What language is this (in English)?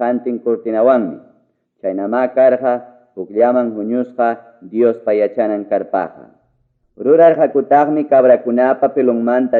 Ayacucho Quechua